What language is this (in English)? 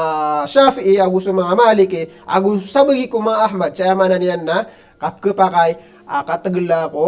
Maranao